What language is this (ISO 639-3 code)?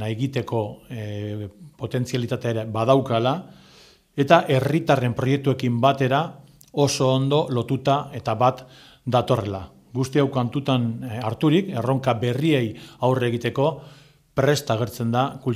eus